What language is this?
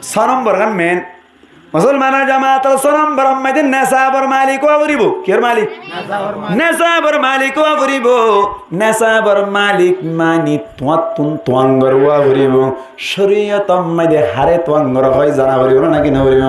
Rohingya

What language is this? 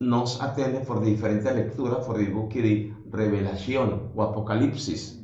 Papiamento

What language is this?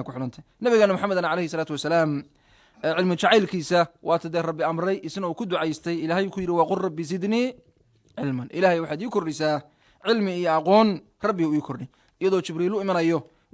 Somali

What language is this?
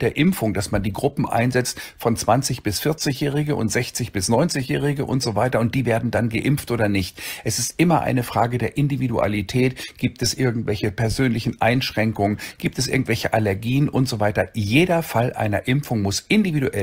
German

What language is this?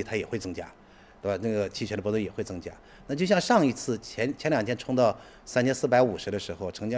Chinese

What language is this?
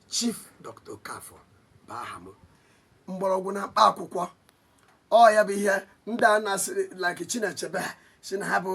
Igbo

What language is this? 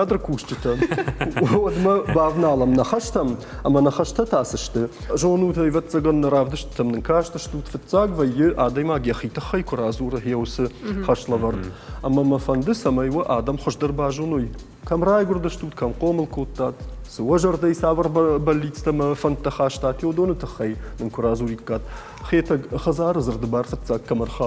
Ossetic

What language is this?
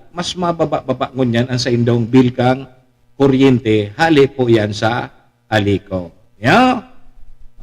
Bikol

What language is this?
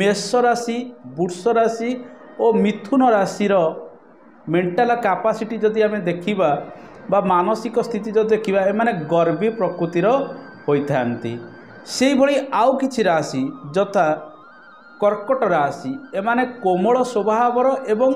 Odia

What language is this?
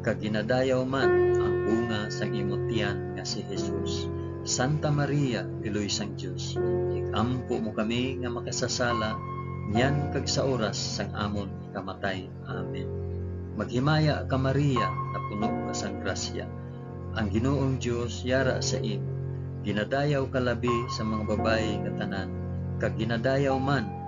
Hiligaynon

